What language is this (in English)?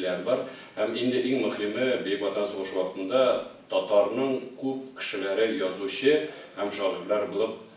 Tatar